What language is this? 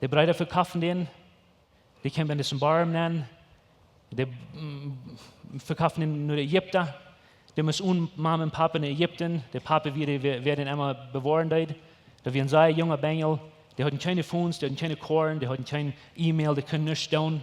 Plautdietsch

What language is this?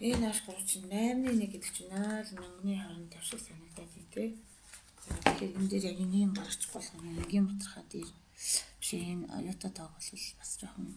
Mongolian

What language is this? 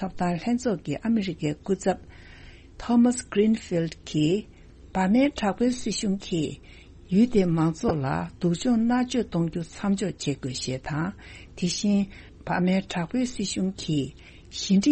Tibetan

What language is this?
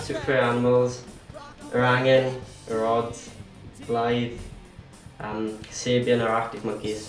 Welsh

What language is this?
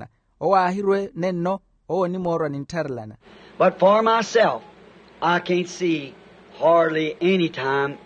Makhuwa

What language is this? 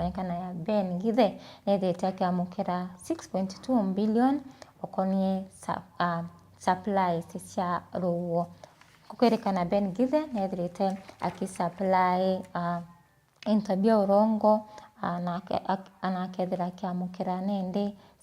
Meru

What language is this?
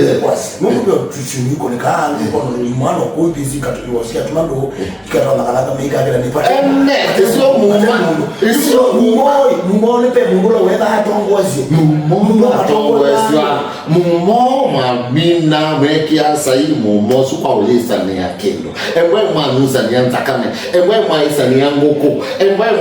Kamba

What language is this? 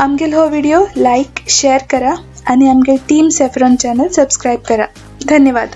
Konkani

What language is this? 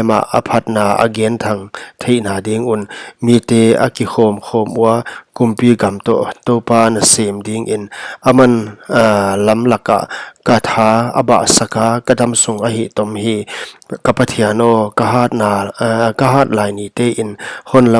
Paite Chin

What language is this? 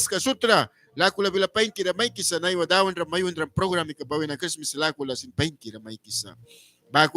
Mískito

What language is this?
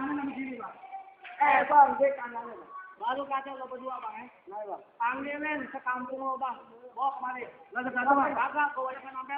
Betawi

